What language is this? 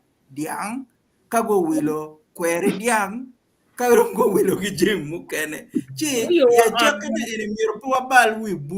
Acoli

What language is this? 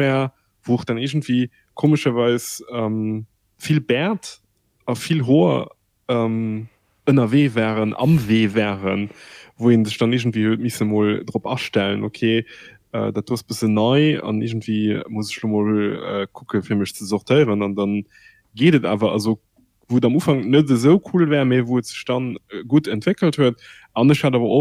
Luxembourgish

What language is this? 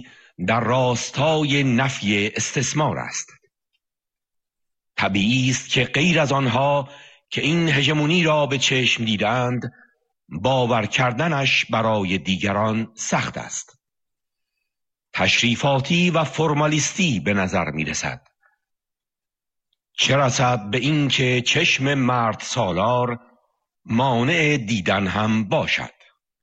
Persian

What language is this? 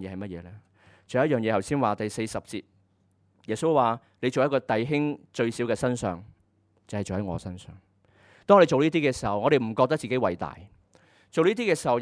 Cantonese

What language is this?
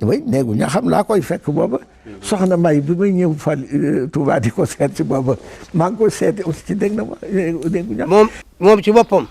Wolof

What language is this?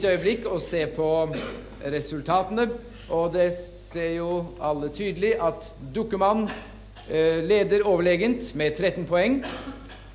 Norwegian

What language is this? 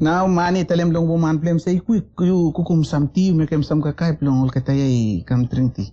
Bislama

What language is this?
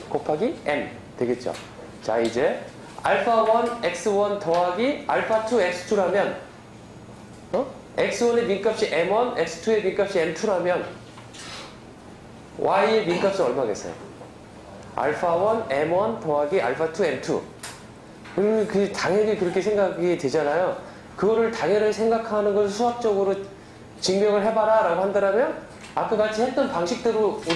Korean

